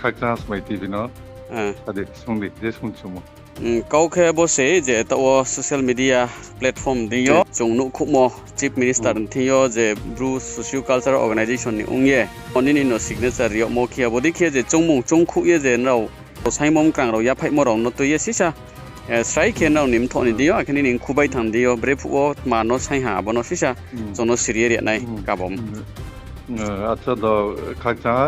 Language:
Riang (India)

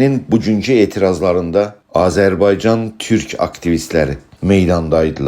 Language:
South Azerbaijani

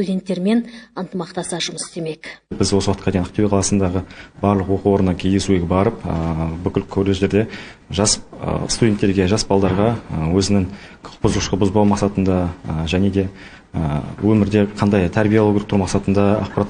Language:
Kazakh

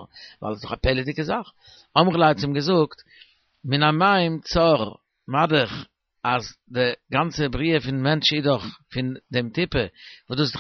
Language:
Yiddish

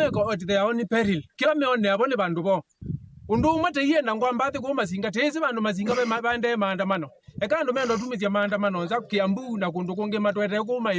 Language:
Kamba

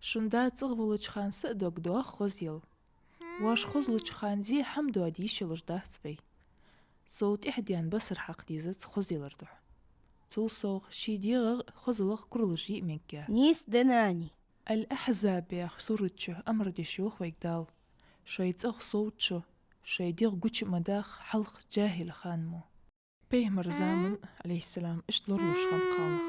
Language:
Ingush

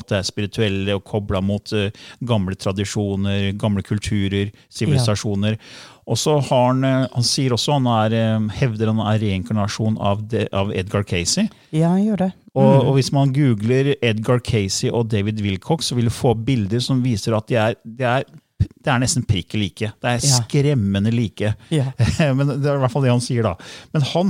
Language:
Norwegian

